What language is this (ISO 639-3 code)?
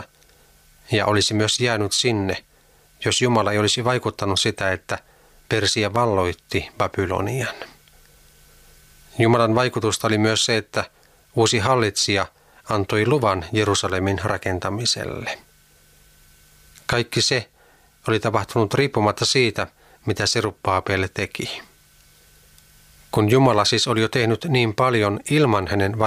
fin